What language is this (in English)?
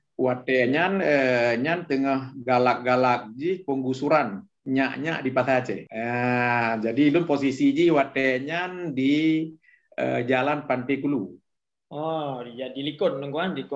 Achinese